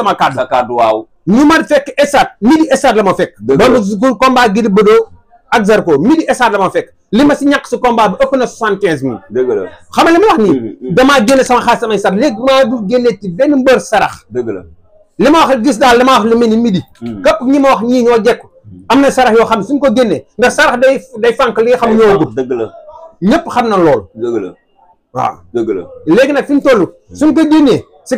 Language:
Wolof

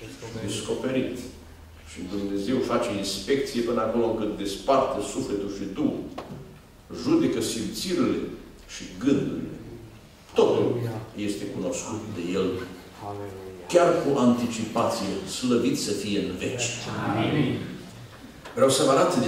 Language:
Romanian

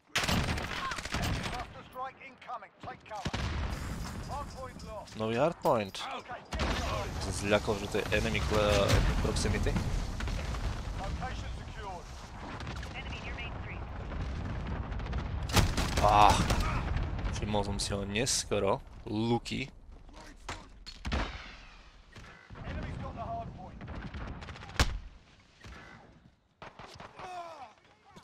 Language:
Slovak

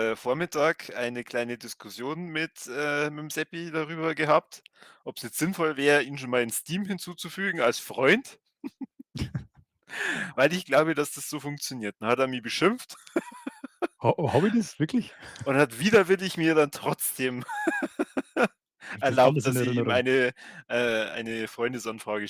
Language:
Bavarian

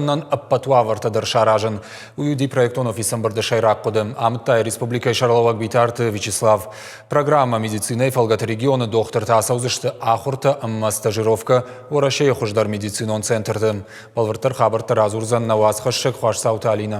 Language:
Ossetic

